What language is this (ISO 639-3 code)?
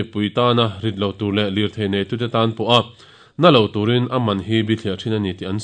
lus